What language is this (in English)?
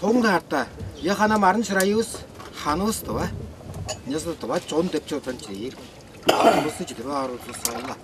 Tuvinian